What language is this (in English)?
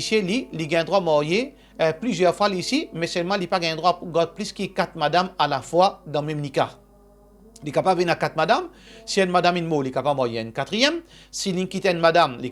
Morisyen